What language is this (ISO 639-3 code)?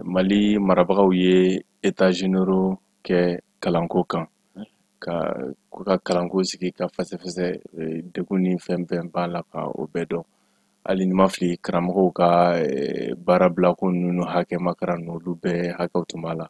bam